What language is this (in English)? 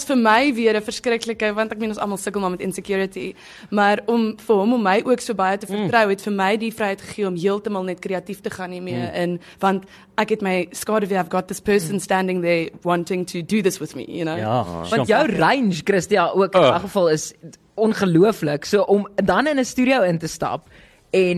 Afrikaans